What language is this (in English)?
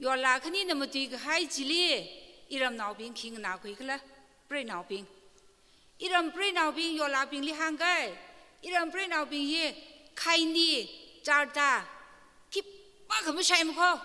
Tangkhul Naga (India)